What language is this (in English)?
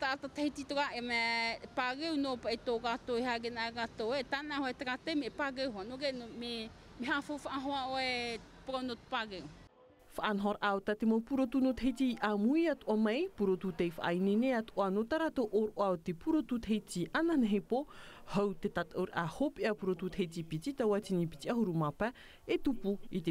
Tahitian